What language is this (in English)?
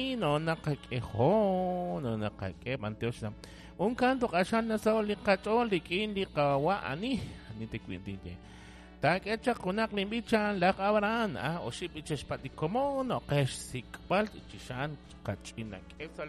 Kekchí